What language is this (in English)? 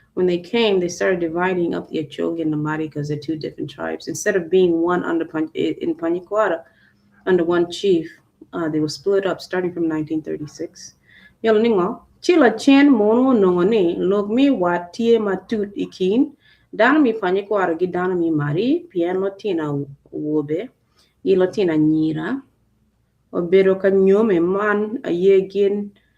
Acoli